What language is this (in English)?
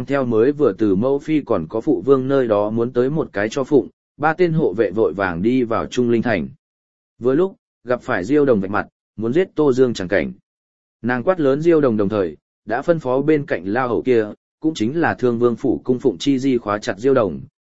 Vietnamese